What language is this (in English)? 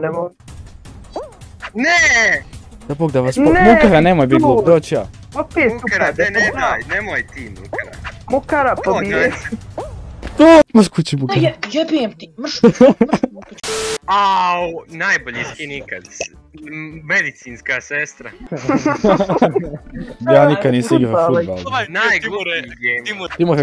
Bosnian